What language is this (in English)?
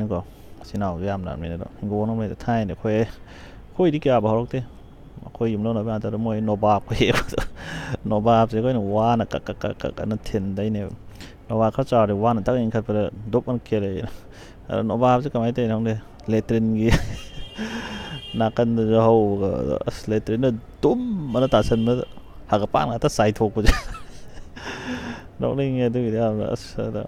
Manipuri